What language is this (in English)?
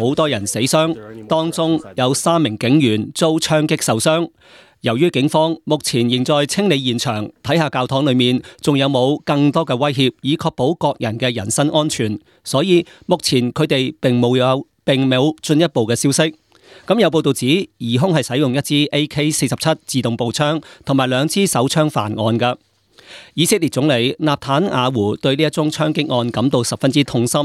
Cantonese